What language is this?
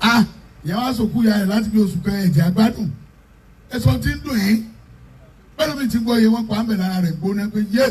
Yoruba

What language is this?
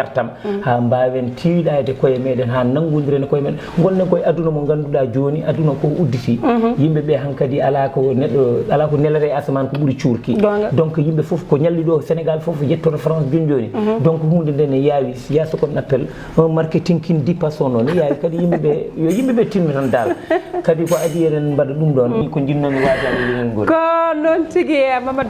Fula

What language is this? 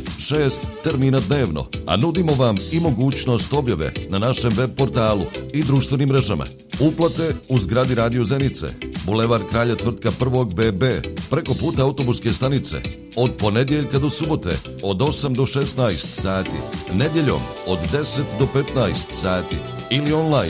Bosnian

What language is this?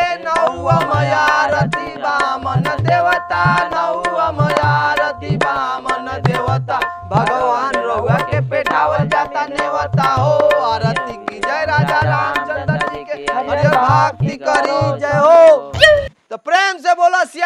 Bhojpuri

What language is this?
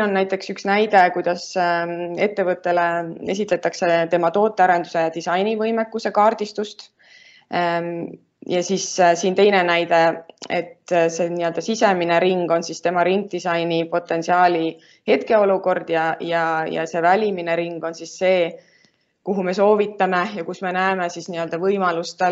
Estonian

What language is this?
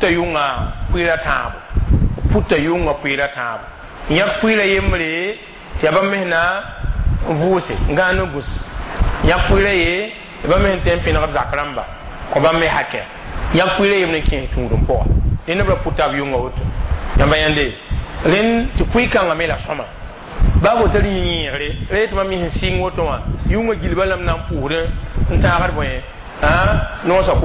Mossi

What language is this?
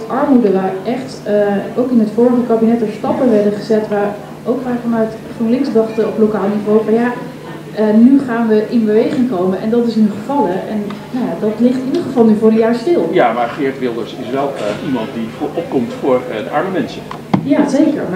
Dutch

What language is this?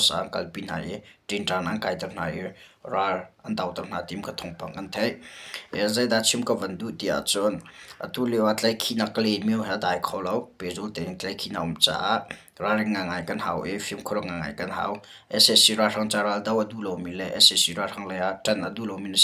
Hakha Chin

